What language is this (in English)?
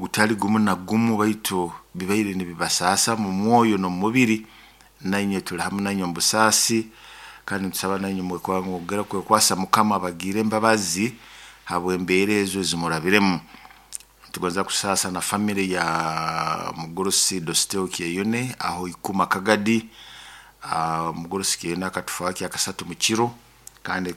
Nyoro